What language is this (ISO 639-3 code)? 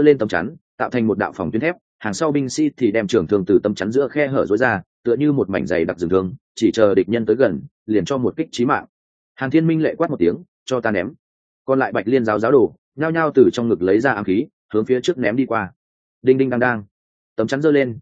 vie